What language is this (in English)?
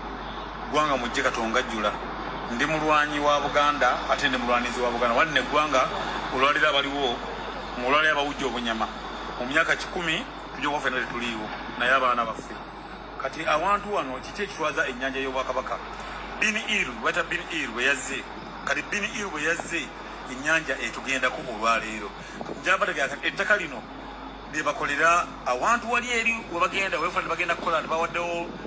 Ganda